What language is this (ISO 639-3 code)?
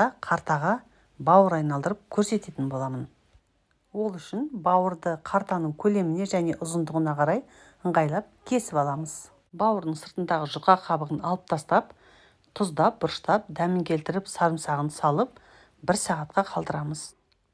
kaz